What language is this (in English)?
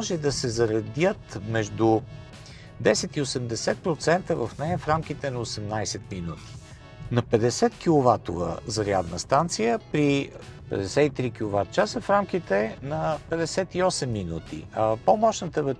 Bulgarian